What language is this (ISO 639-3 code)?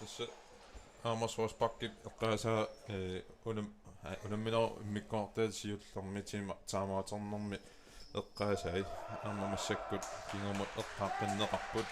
kal